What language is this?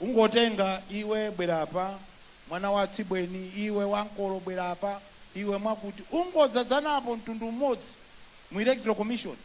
Nyanja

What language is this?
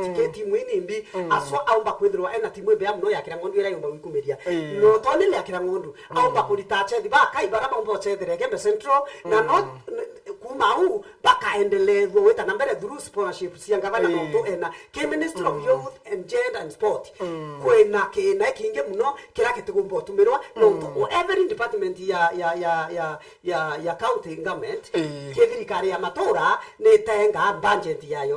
Meru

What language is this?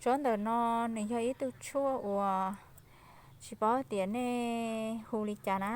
Hmong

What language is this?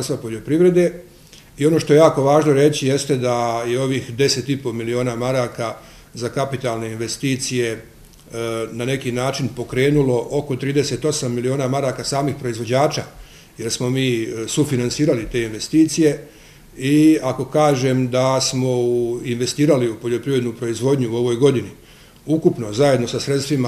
Bosnian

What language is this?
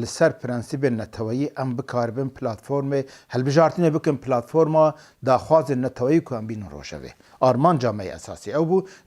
Kurdish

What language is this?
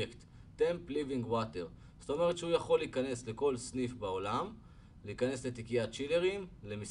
Hebrew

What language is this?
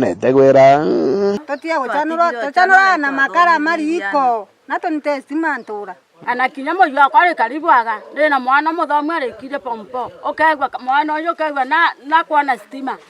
Meru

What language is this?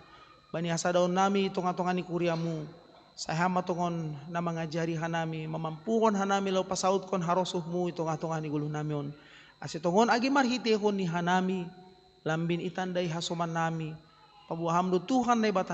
Batak Simalungun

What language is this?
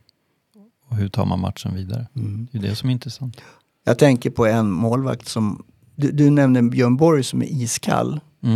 Swedish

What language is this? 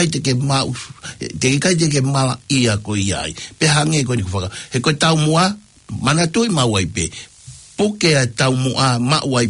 Tongan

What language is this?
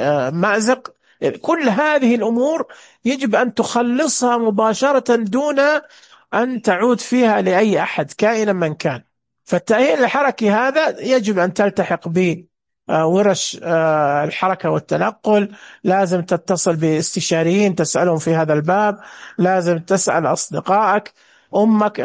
Najdi Arabic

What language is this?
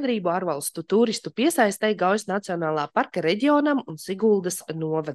Latvian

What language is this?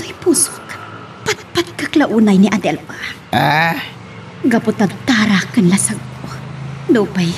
Iloko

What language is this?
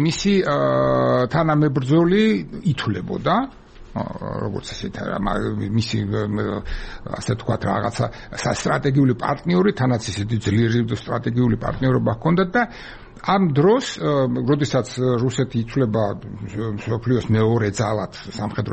Georgian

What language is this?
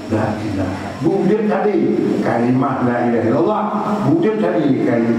Achinese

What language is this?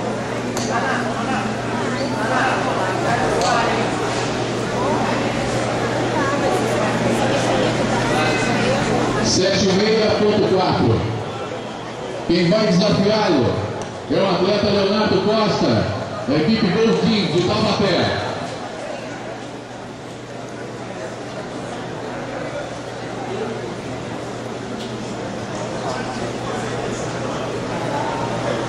Portuguese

